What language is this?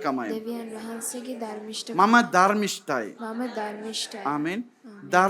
Sinhala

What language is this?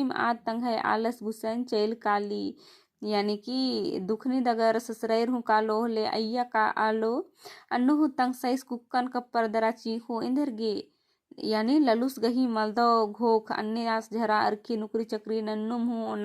Kurukh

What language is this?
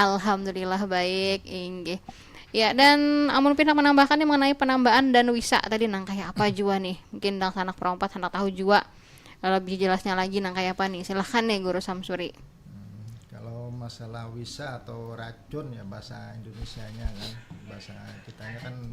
Banjar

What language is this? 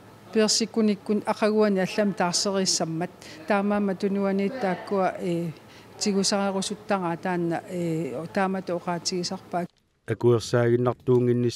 Kalaallisut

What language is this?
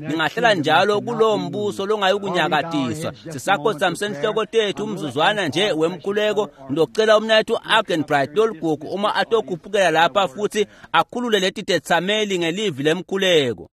Swati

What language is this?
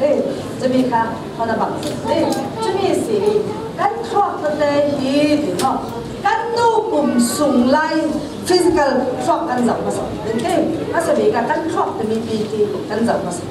Falam Chin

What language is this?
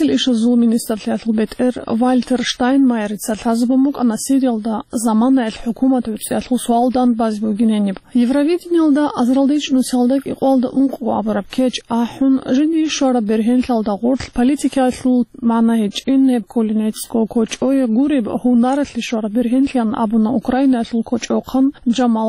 Avaric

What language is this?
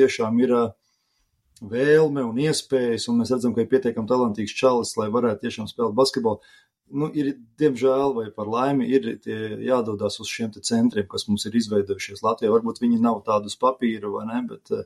Latvian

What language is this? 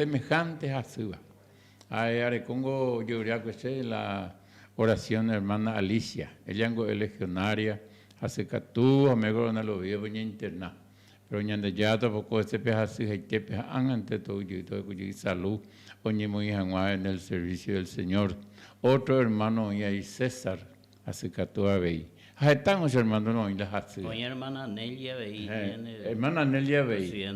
Guarani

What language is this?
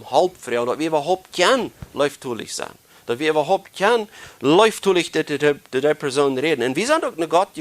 Plautdietsch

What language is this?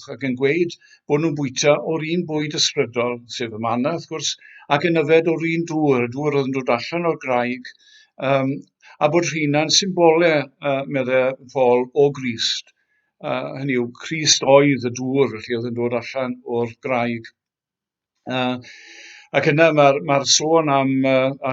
Welsh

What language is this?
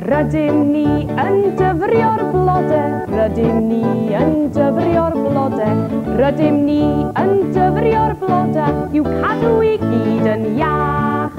Welsh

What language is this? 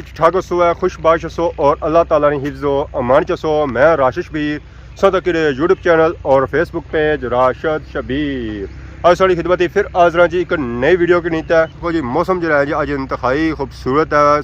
Pahari-Potwari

